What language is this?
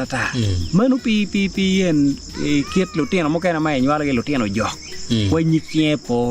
Acoli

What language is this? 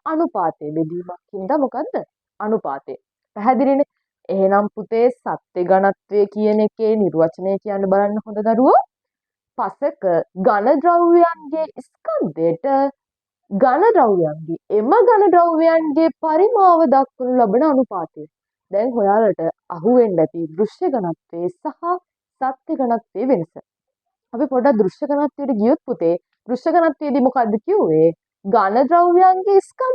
Sinhala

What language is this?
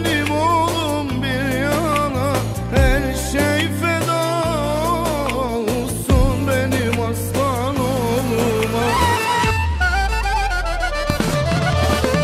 Turkish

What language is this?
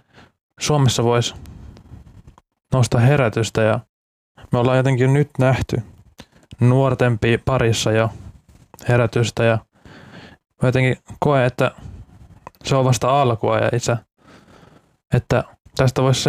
Finnish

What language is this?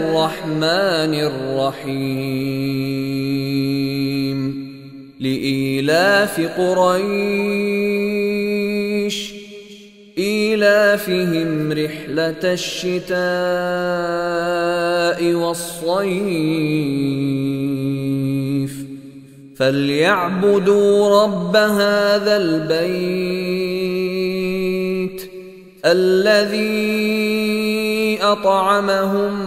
Arabic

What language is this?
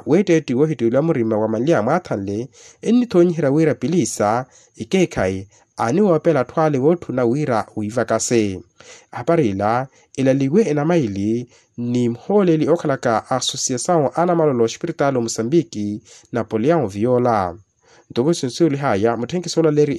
Makhuwa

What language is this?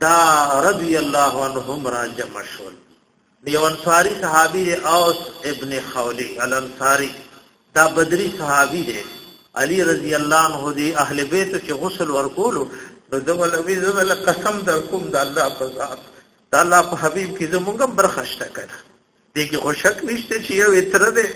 Pashto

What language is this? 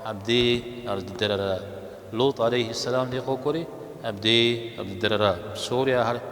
Kabardian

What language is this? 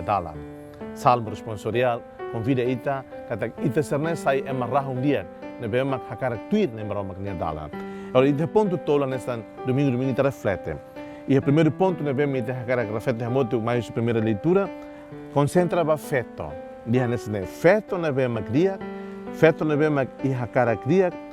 Tetum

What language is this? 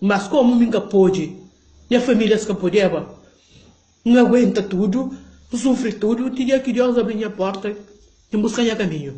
Kabuverdianu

